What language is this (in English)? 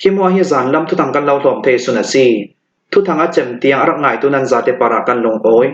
Hakha Chin